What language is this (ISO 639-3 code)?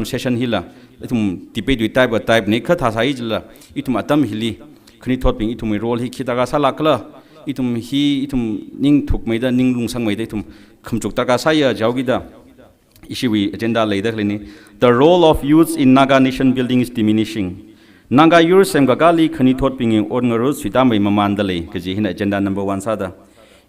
nmf